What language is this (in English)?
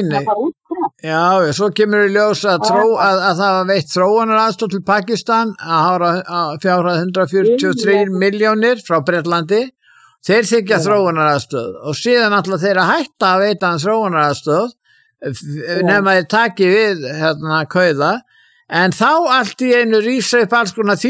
Icelandic